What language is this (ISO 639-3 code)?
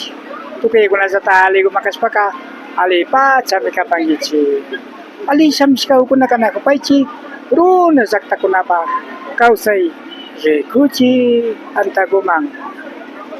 qvi